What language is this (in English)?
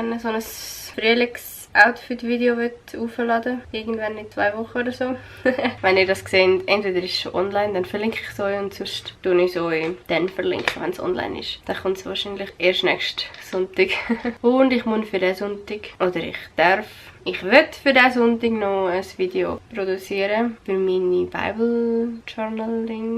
Swiss German